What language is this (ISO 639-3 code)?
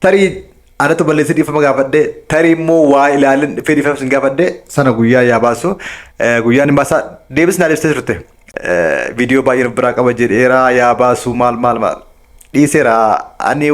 orm